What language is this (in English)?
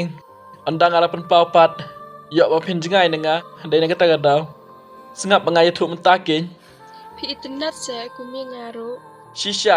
Khasi